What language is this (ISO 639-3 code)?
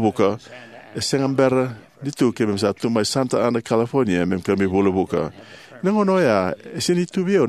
fij